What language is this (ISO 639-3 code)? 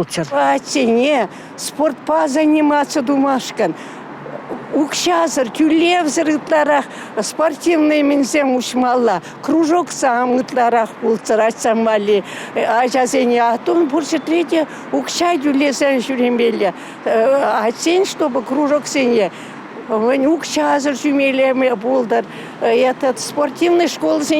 chv